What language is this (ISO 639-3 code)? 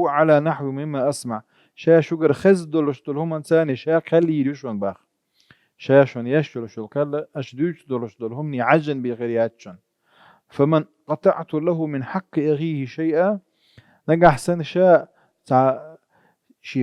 che